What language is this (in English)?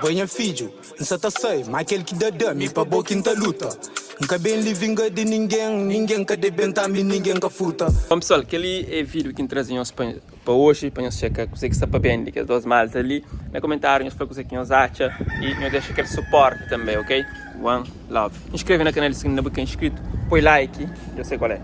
Kabuverdianu